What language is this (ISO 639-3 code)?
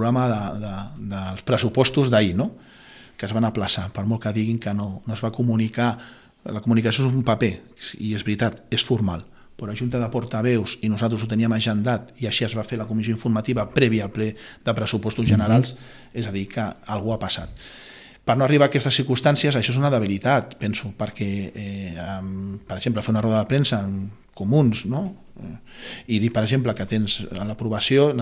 cat